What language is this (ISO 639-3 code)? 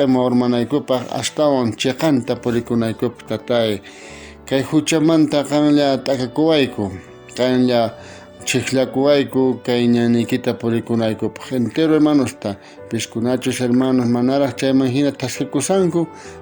quh